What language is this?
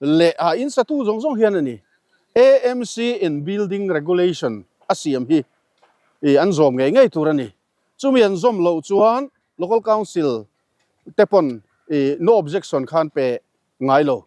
Mizo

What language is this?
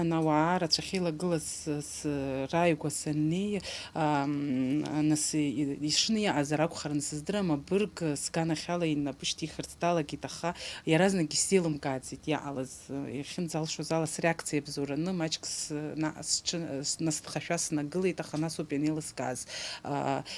Abkhazian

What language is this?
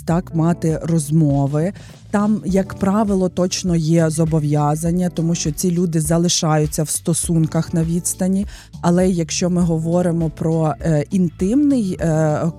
Ukrainian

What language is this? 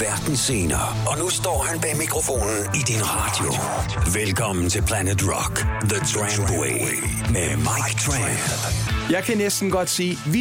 Danish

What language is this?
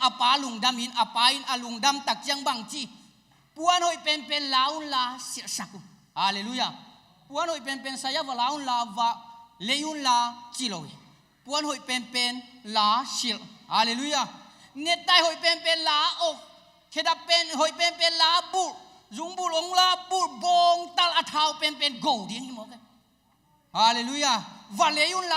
Tedim Chin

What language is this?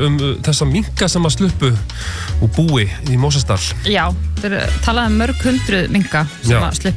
Icelandic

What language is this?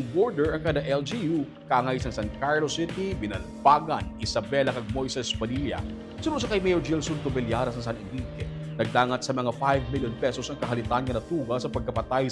Hiligaynon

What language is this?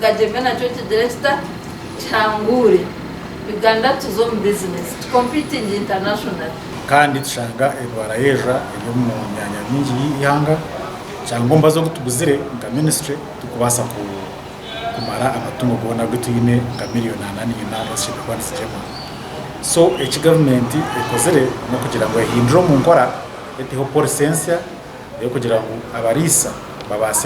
Nyankole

